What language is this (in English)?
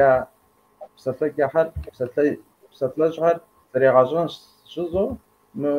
Kabardian